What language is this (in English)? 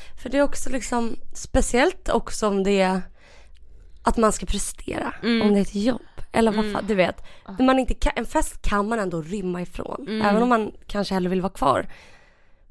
Swedish